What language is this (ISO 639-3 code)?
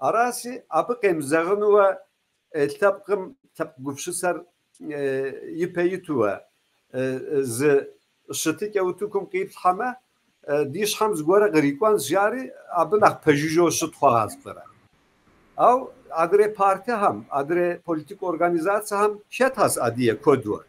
kbd